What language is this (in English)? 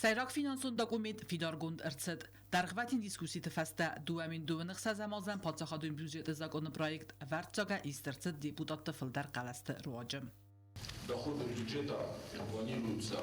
Ossetic